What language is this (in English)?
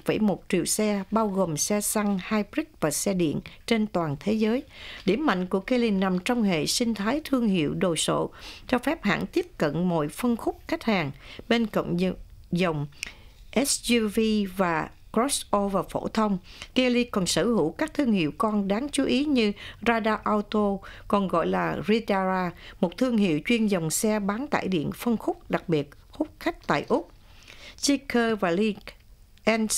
Vietnamese